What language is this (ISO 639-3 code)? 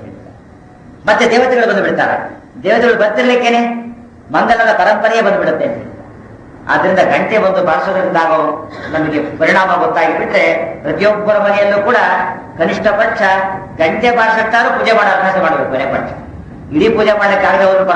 kan